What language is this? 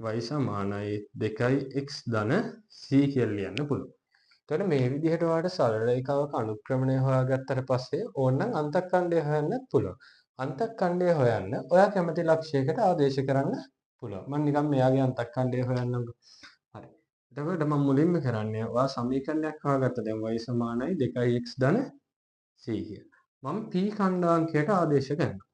Sinhala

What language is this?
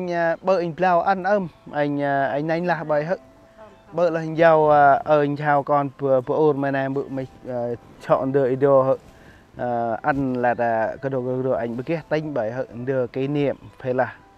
Central Mnong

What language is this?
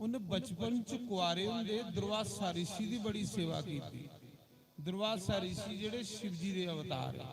Dogri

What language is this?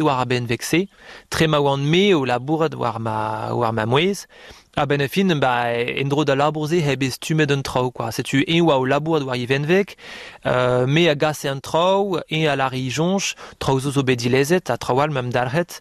Breton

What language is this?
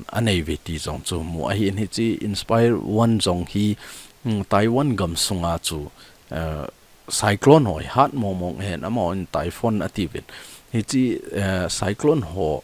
Thado Chin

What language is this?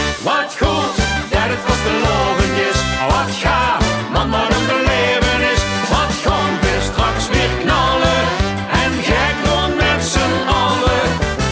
Limburgish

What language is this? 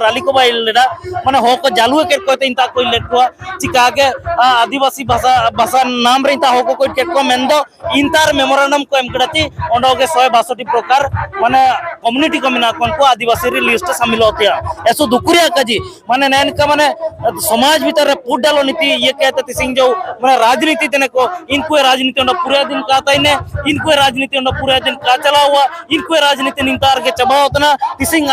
Santali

